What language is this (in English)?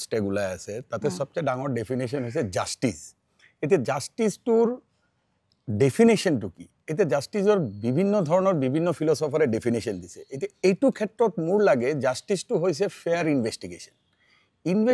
Assamese